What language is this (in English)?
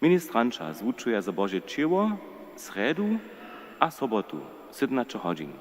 Upper Sorbian